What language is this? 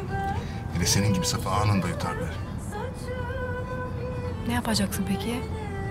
Turkish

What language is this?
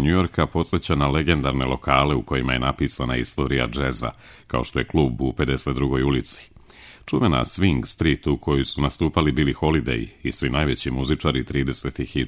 Serbian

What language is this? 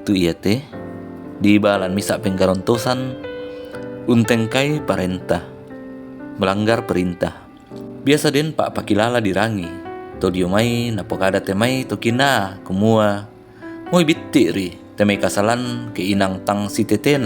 Toraja-Sa'dan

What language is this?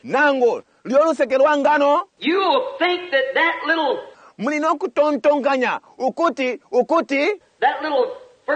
Bemba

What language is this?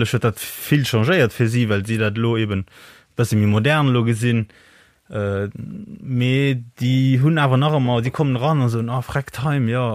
Luxembourgish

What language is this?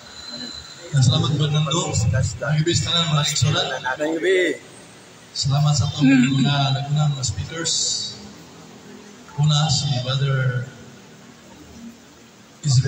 Cebuano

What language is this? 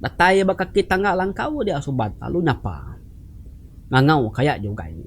Iban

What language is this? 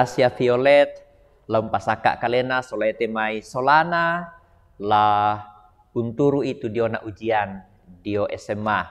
Toraja-Sa'dan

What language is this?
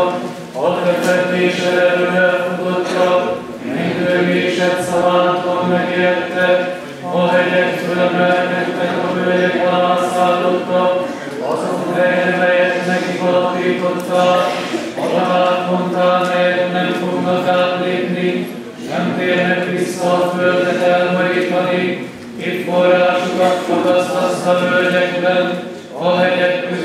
Hungarian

